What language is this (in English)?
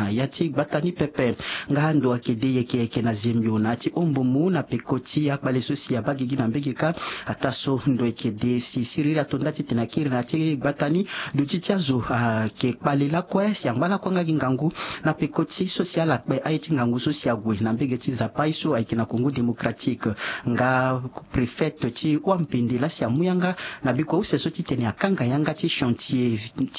Sango